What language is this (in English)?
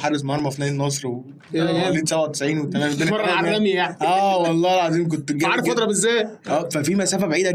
Egyptian Arabic